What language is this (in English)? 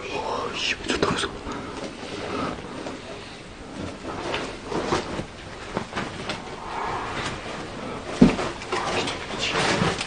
Korean